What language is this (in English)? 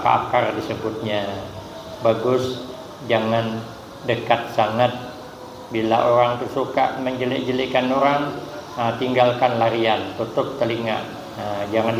Banjar